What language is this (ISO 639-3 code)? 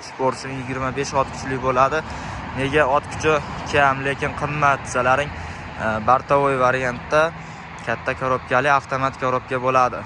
uzb